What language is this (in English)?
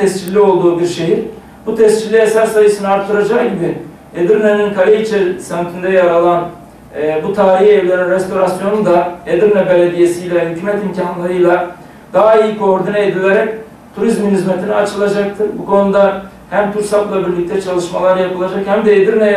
Turkish